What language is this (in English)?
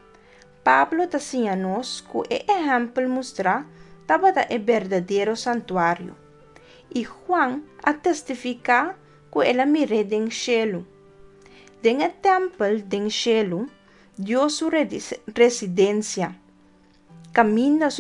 Papiamento